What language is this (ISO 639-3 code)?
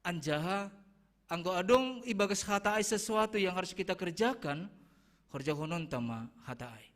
bts